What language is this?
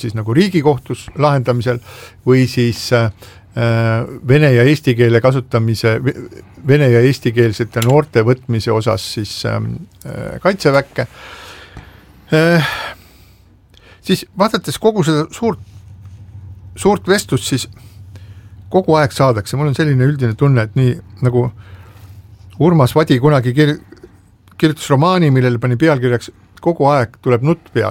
Estonian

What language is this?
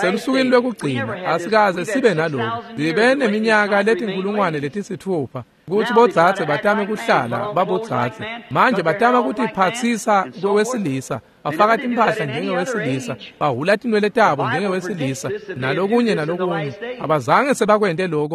Swati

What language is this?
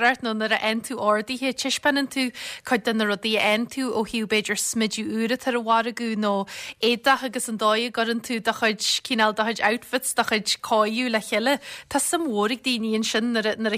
Irish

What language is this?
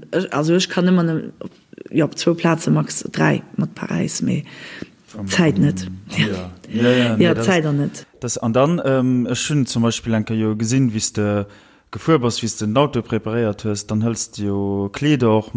Luxembourgish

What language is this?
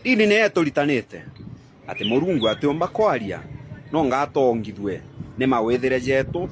Meru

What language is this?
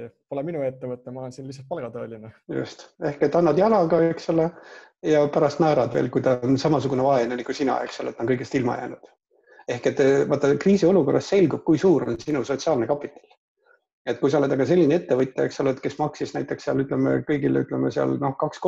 Estonian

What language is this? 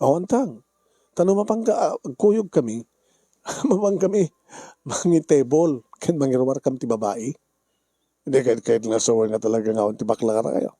Iloko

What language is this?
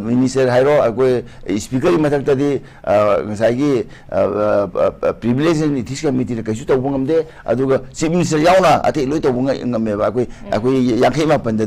Manipuri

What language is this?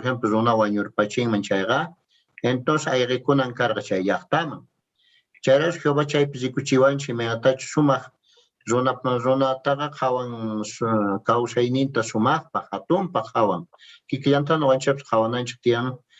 Quechua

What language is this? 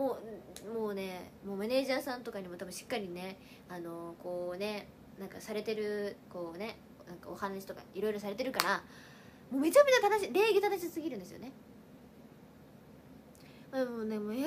Japanese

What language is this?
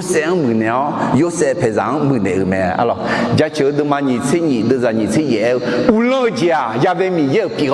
Akha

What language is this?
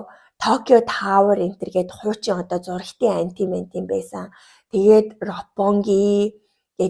Mongolian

